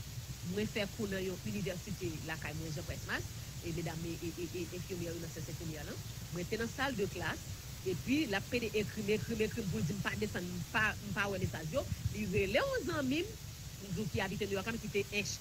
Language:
Haitian Creole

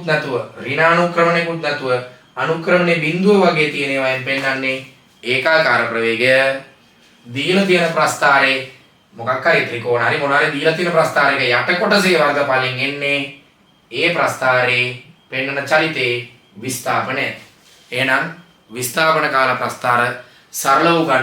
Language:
Sinhala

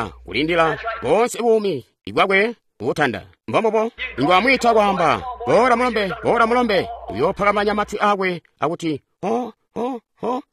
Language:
Tonga (Zambia)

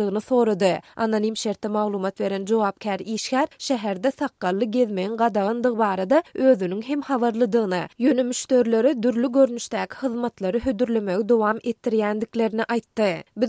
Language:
Turkmen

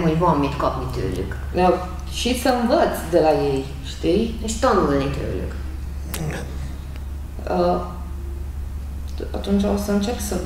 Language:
Hungarian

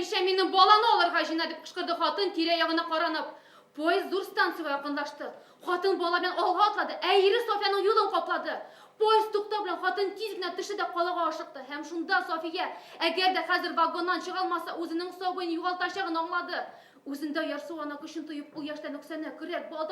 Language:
Bashkir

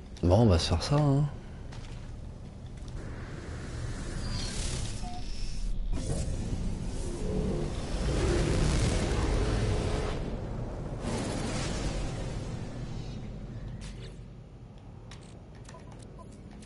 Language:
French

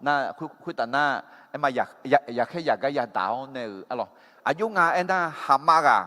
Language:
Akha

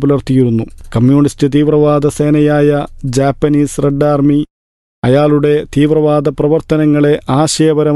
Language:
Malayalam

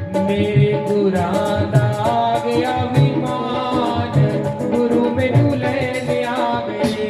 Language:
Dogri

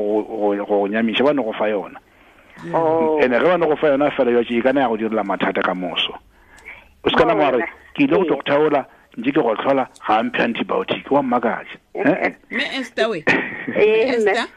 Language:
Tswana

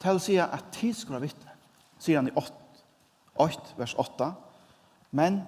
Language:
Faroese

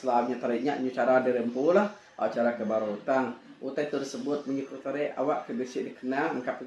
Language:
Iban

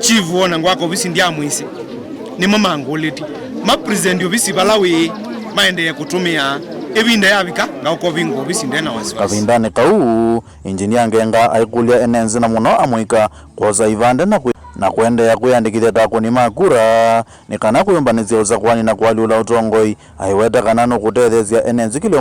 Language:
Kamba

